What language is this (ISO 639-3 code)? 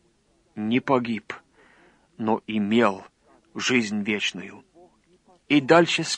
rus